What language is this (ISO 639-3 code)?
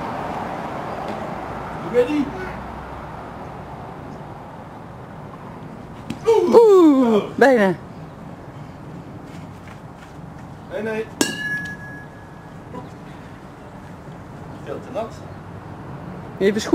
nld